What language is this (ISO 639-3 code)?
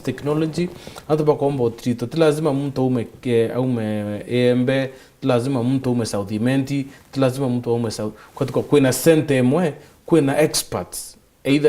mer